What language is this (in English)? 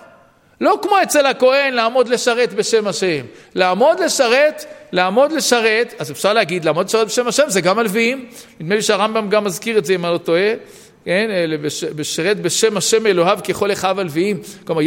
Hebrew